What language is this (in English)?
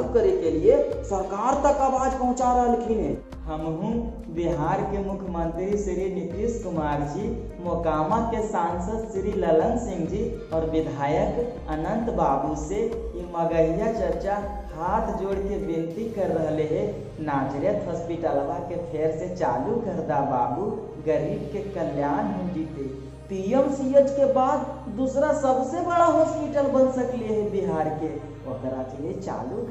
Magahi